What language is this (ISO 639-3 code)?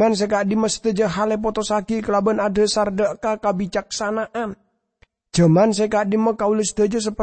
mad